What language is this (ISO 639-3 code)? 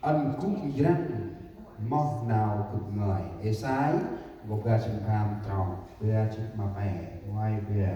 cmo